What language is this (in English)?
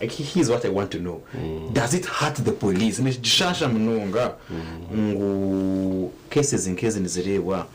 Nyankole